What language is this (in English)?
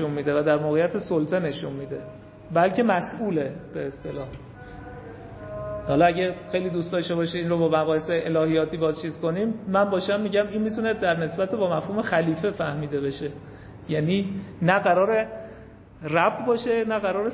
Persian